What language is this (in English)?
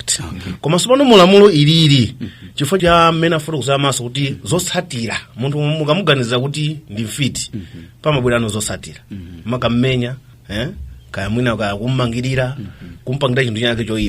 Nyanja